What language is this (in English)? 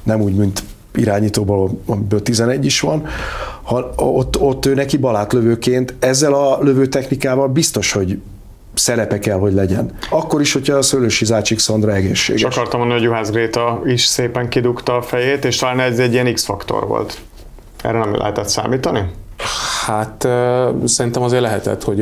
Hungarian